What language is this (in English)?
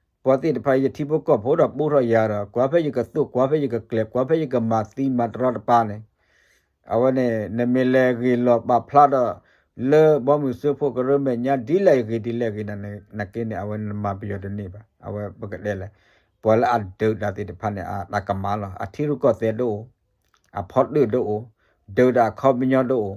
S'gaw Karen